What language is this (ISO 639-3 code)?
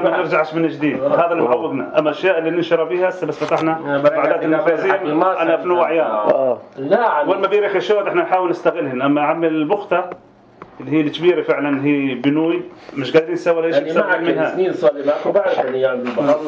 apc